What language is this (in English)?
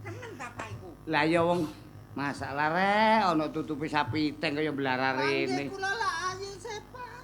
Javanese